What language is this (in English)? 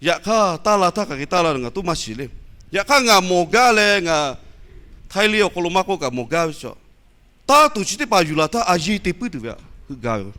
Lahu